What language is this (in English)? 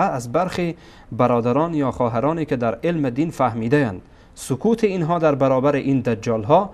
Persian